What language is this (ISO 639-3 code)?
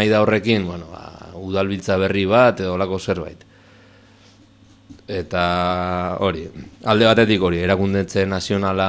eus